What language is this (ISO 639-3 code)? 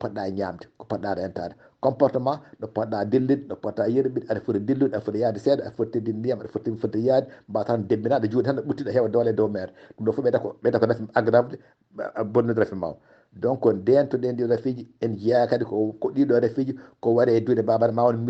ful